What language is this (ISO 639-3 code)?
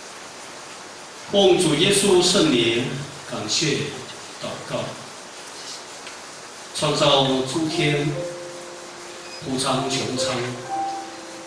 zho